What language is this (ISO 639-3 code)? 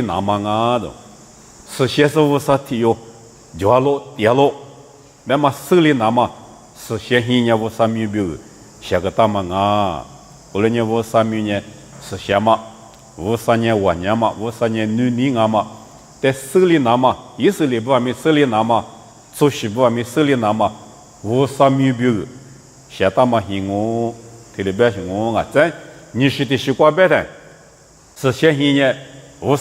lis